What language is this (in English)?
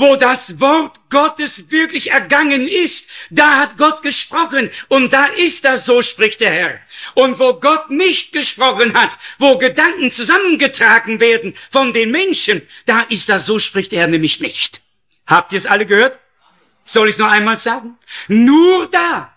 German